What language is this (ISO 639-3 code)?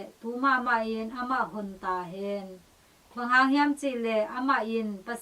ctd